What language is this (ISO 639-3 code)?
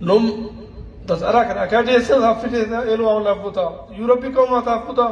brh